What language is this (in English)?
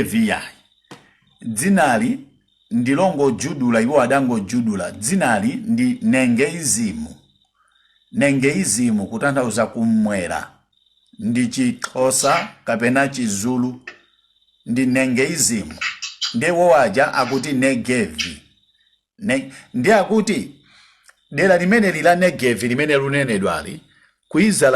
Nyanja